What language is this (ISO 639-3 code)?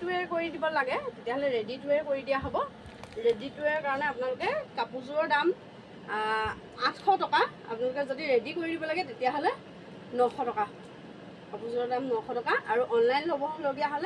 asm